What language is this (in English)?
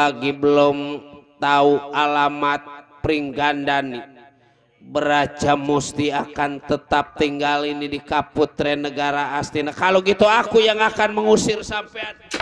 Betawi